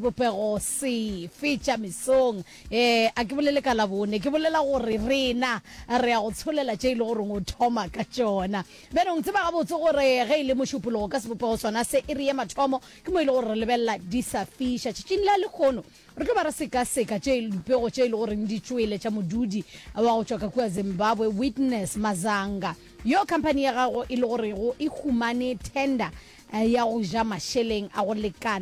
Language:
Northern Sotho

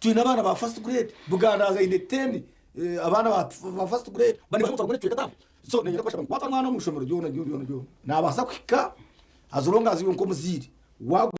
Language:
Nyankole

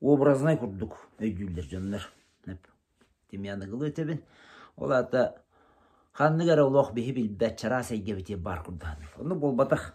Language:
Yakut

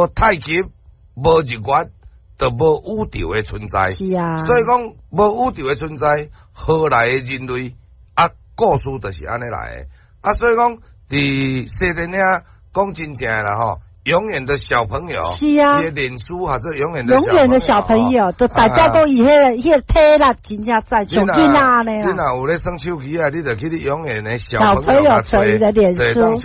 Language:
Min Nan Chinese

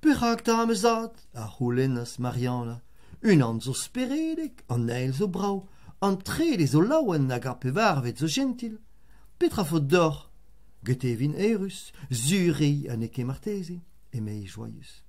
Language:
Breton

